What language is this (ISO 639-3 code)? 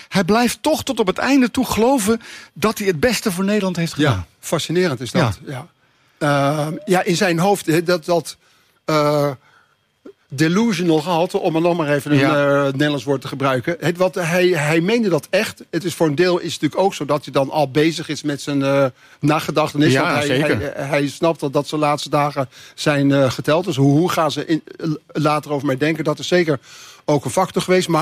nld